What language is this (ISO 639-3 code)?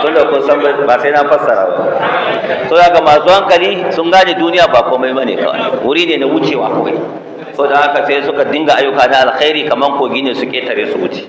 hau